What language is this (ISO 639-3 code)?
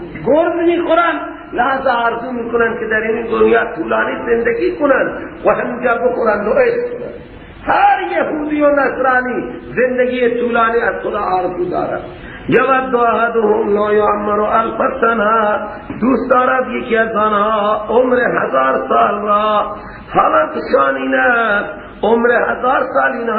fas